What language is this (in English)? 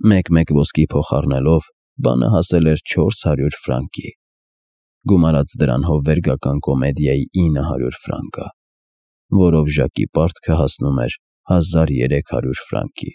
Armenian